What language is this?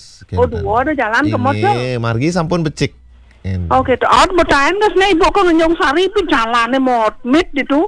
Balinese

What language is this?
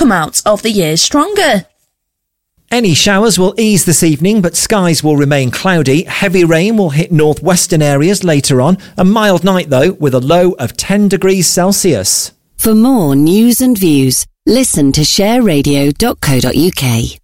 English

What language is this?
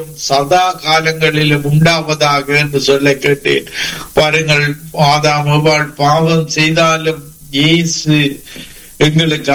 Tamil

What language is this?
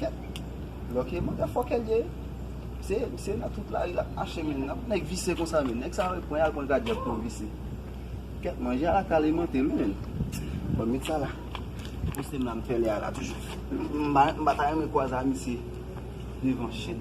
Haitian Creole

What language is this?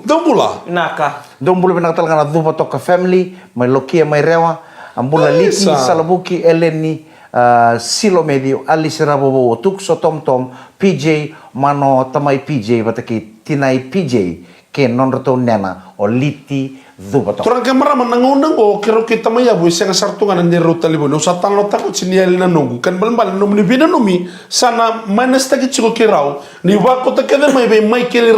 Fijian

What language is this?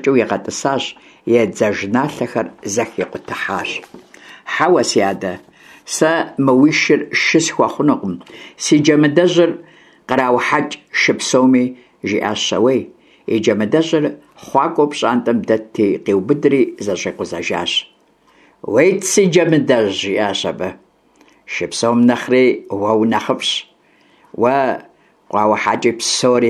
Kabardian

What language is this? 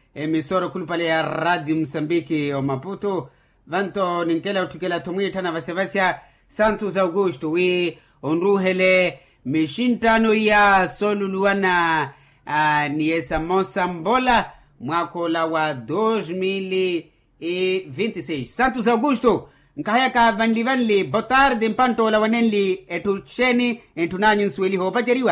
Makhuwa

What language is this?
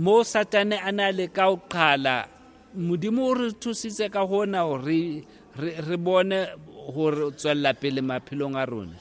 Southern Sotho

